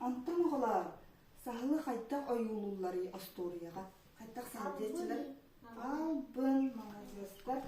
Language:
Yakut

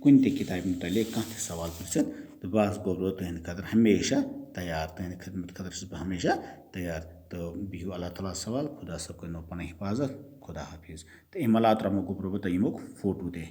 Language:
Kashmiri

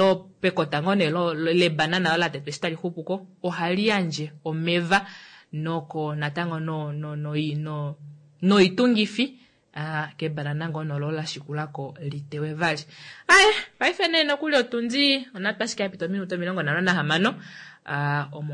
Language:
Kuanyama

